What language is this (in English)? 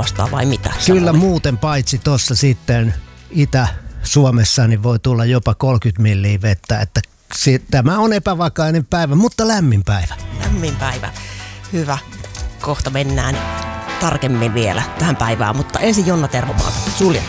Finnish